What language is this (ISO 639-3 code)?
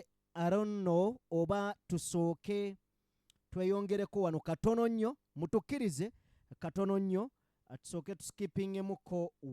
lug